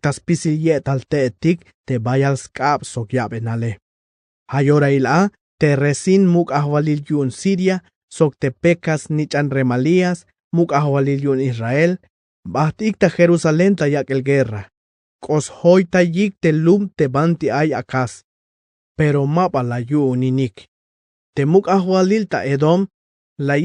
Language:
Tzeltal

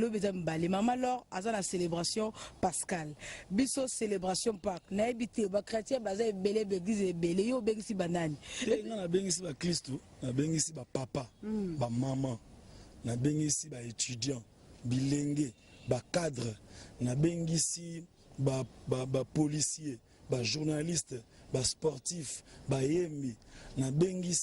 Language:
Lingala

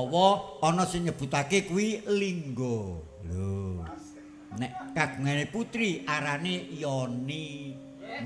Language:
Javanese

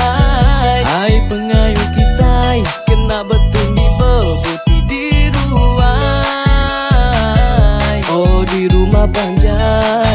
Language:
Iban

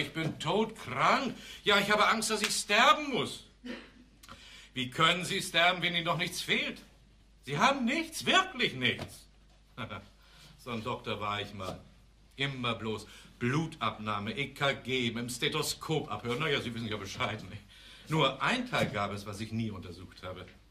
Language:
German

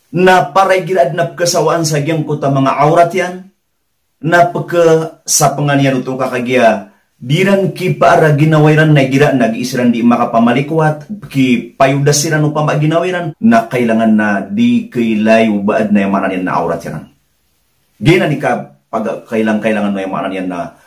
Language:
Maranao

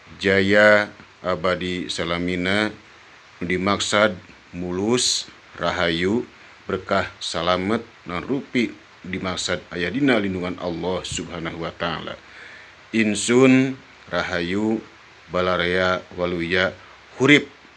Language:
Sundanese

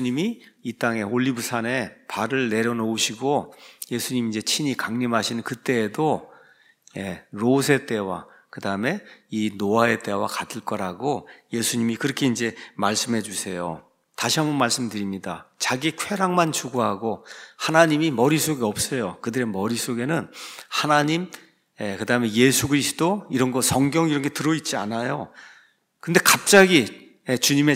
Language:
Korean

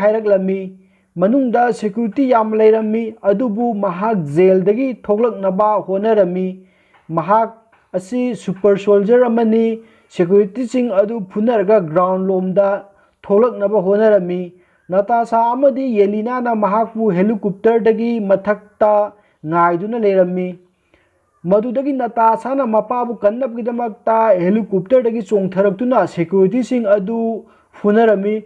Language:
Manipuri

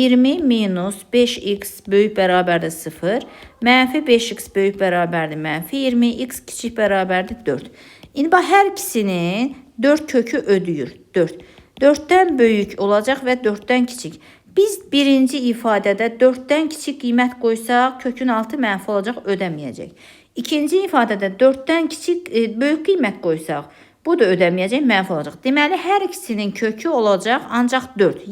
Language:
Azerbaijani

